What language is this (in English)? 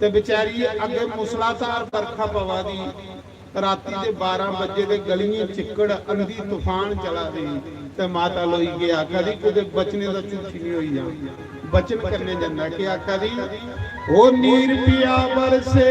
Dogri